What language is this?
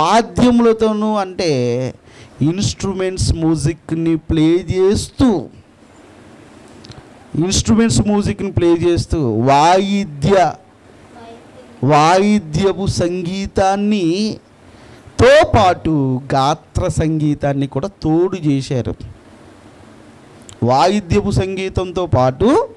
Telugu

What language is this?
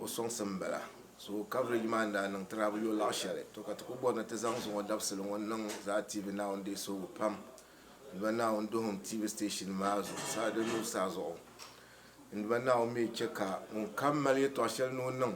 Dagbani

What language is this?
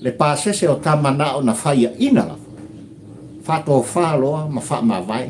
Samoan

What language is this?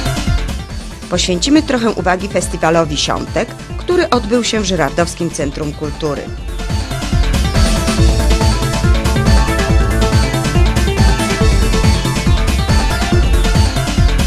Polish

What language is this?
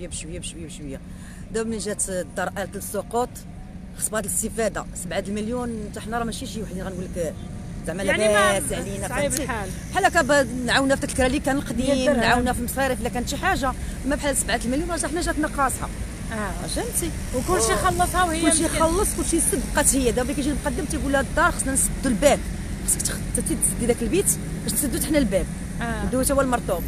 Moroccan Arabic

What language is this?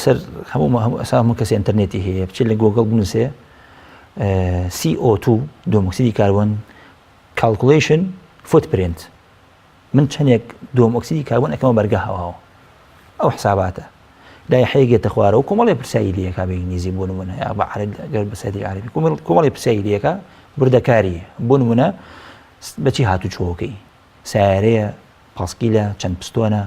Central Kurdish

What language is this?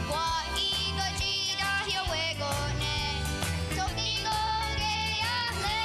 Mohawk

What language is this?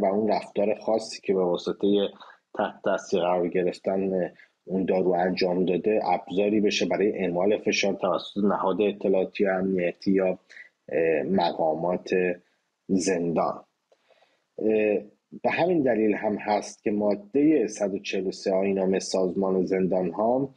Persian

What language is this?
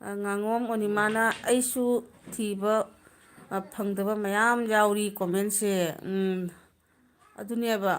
Manipuri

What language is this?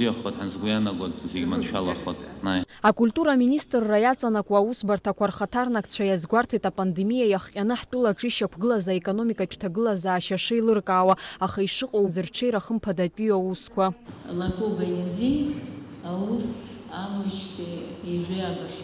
Abkhazian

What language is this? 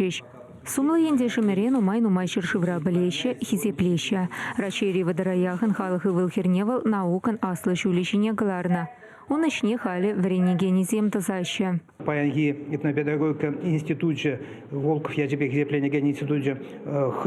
Chuvash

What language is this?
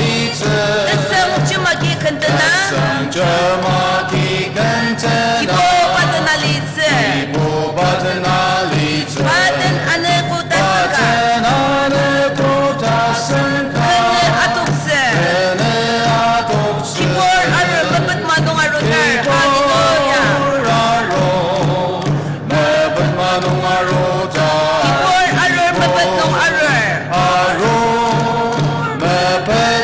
Ao Naga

